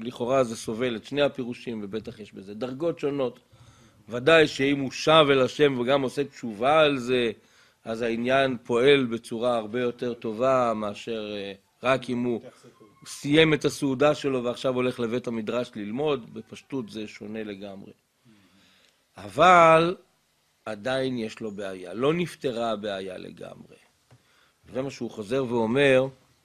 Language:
Hebrew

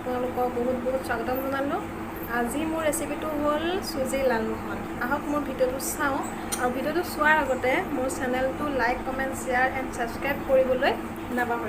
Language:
Assamese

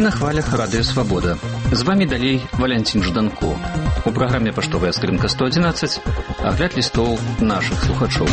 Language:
Belarusian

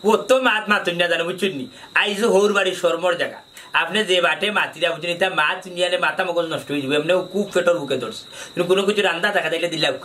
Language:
Sylheti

